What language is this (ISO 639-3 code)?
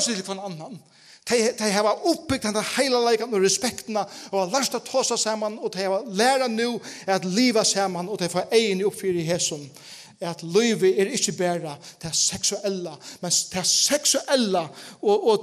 fao